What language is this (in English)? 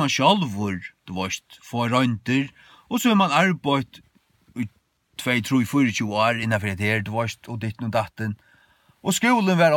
Faroese